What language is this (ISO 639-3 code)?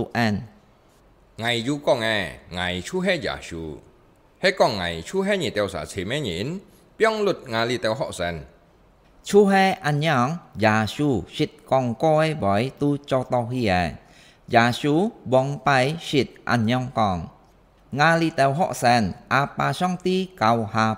hak